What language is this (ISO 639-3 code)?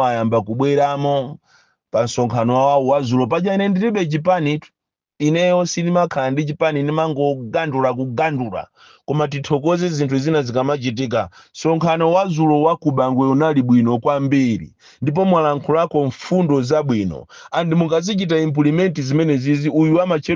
nya